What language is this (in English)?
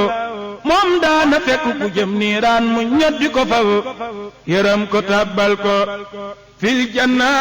Wolof